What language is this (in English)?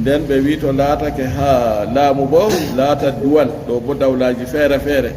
Fula